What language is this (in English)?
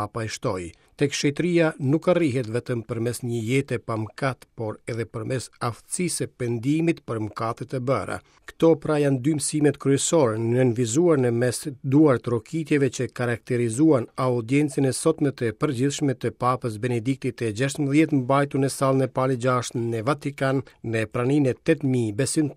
Albanian